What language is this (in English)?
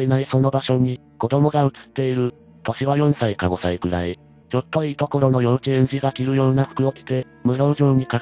Japanese